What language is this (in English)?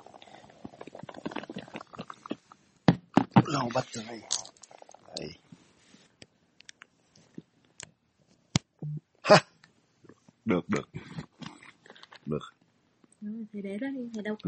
Vietnamese